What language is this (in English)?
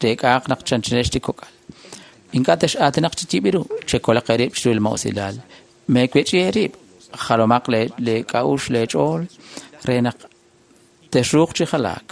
Kekchí